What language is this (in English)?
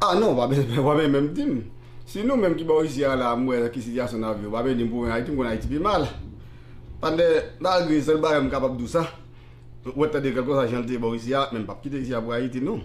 Haitian Creole